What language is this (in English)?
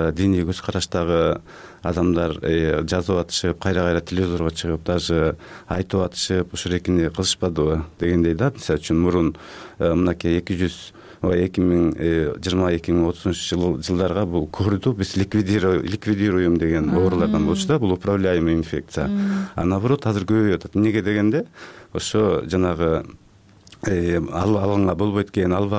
Kyrgyz